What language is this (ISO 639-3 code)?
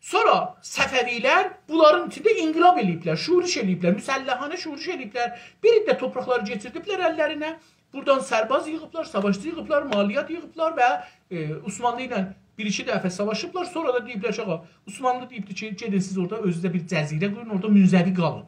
azb